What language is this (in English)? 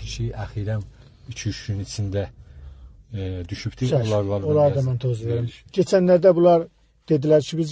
South Azerbaijani